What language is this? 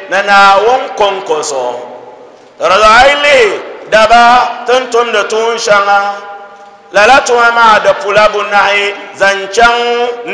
Dagbani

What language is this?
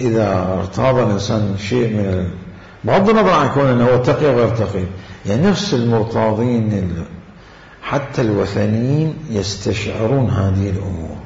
Mesopotamian Arabic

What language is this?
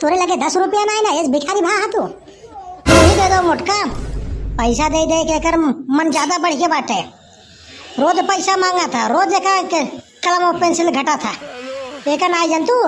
Awadhi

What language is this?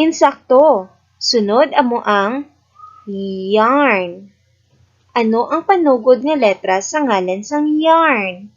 Hiligaynon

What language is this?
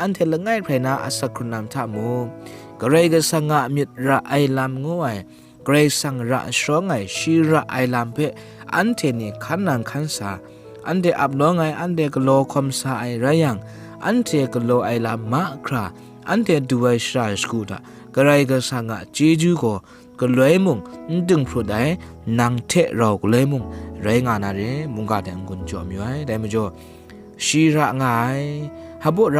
Kachin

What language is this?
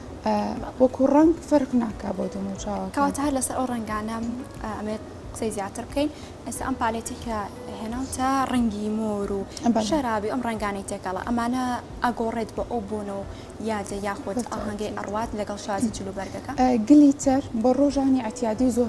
Central Kurdish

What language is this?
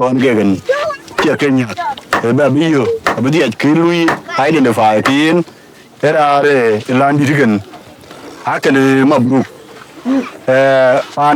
Dinka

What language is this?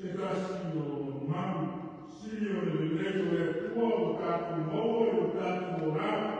Samoan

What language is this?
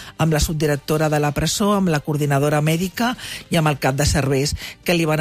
Catalan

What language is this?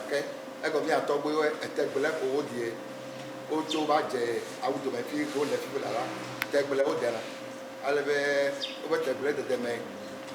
Ewe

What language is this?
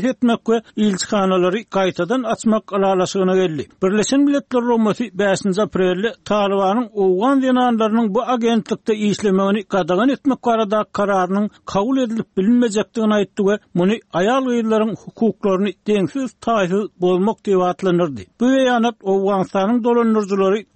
Turkmen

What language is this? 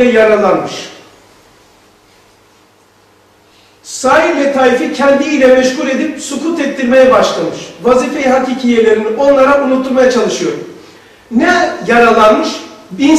Turkish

